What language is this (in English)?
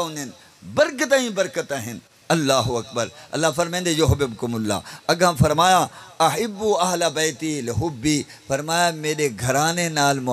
Saraiki